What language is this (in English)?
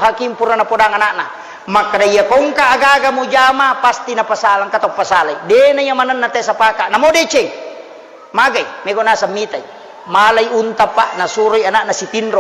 Buginese